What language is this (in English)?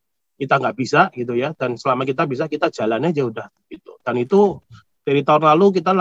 Indonesian